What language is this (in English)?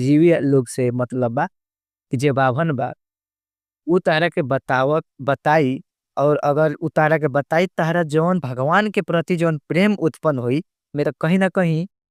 Bhojpuri